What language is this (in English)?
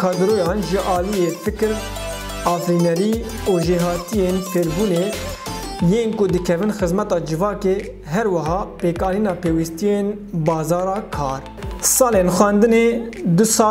Kurdish